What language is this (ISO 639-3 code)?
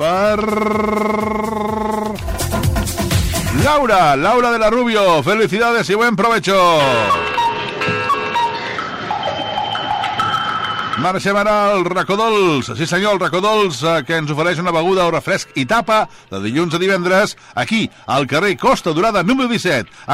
cat